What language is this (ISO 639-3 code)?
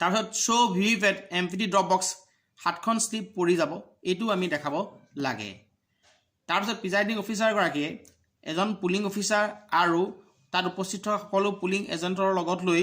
asm